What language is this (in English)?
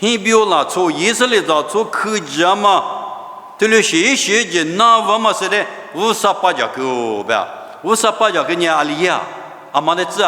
Lisu